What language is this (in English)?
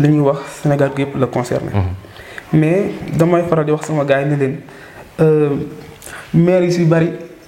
Wolof